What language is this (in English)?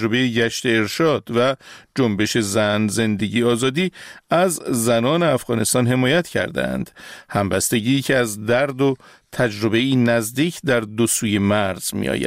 Persian